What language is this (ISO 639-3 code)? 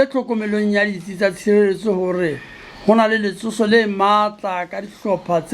sot